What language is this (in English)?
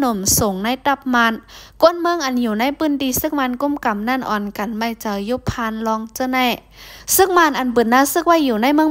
Shan